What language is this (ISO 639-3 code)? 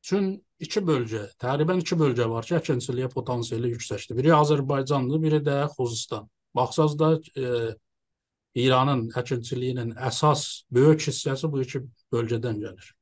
azb